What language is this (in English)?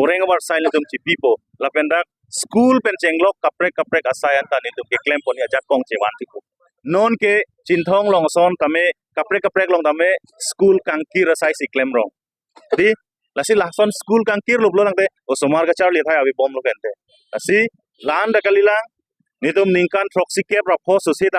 Karbi